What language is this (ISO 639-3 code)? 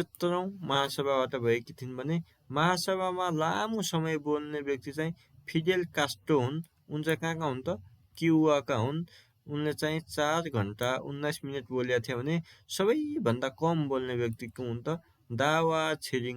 nep